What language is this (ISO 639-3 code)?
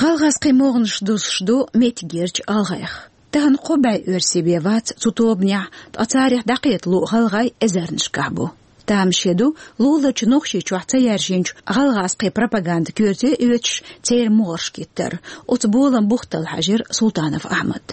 che